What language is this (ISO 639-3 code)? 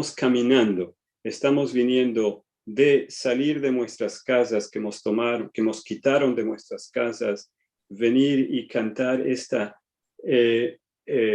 lad